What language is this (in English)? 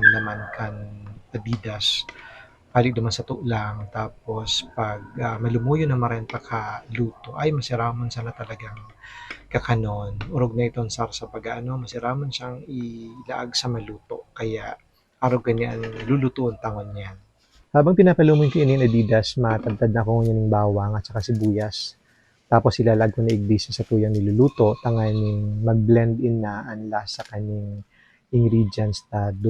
Bikol